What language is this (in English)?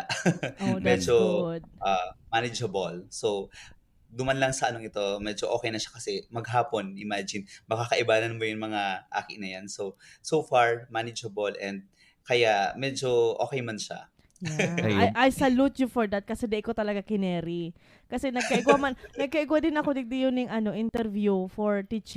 Bikol